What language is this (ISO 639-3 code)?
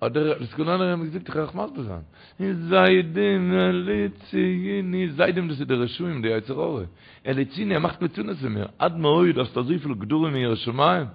yid